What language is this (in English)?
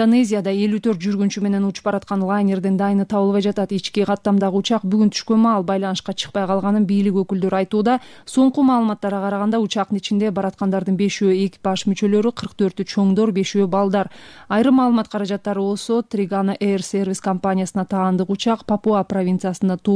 Kyrgyz